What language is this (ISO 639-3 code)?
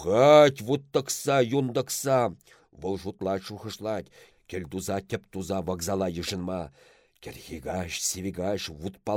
chv